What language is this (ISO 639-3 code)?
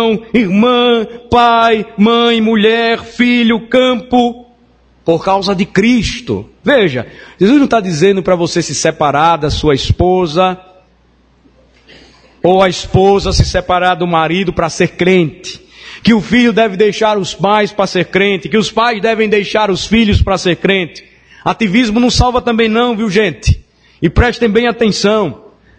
por